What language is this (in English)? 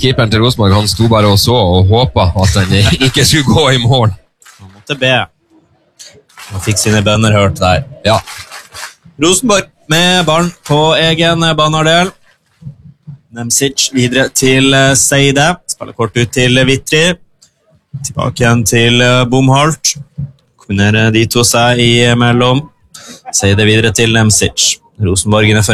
Norwegian